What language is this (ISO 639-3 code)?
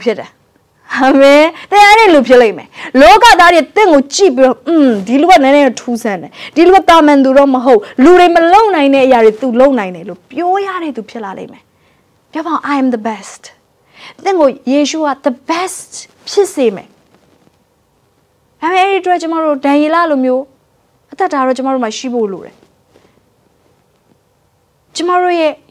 mya